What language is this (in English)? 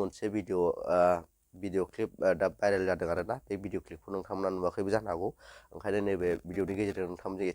Bodo